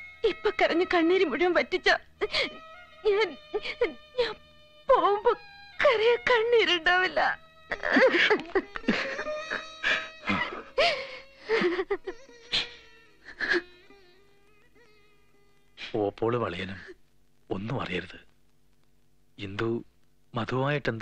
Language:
Malayalam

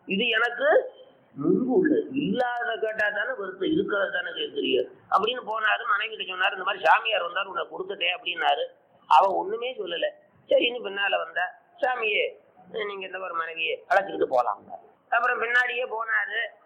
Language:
Tamil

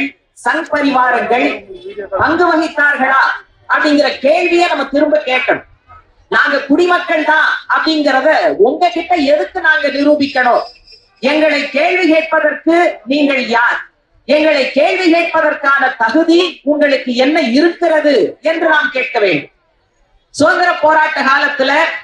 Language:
Tamil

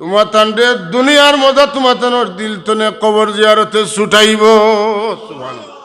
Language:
Sylheti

